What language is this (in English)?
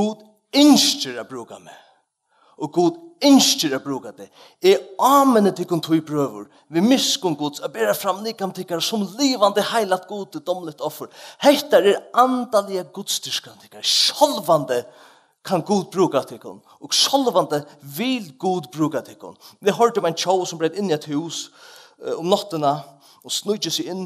Faroese